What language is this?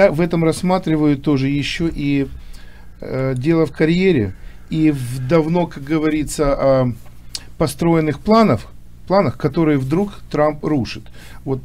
Russian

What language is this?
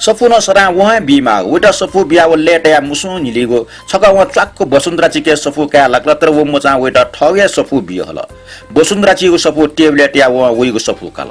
Newari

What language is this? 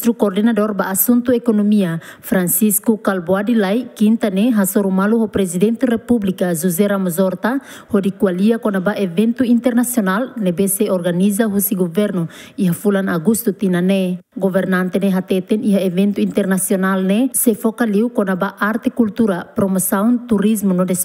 Tetum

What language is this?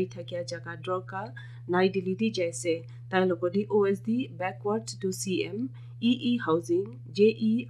Naga Pidgin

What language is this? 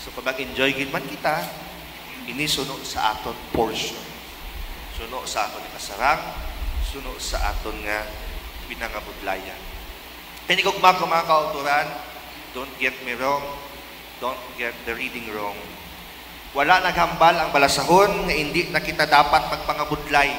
Hiligaynon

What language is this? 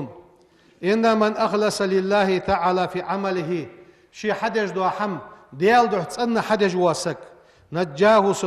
Ingush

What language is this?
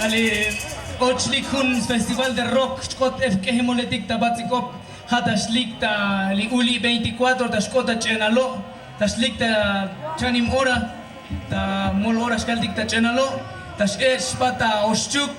Tzotzil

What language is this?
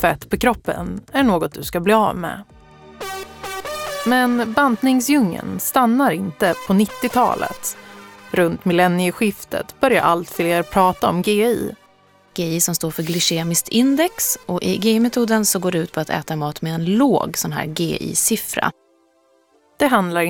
Swedish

